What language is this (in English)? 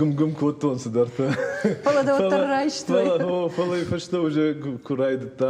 Ossetic